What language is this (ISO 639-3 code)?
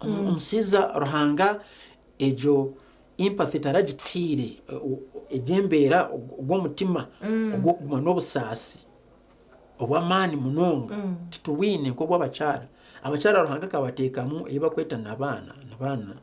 nyn